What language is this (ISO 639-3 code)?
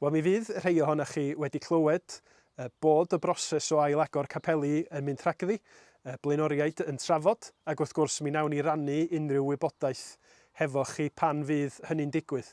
cym